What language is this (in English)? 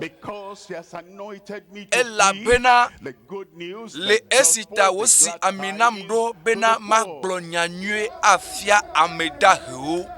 Ewe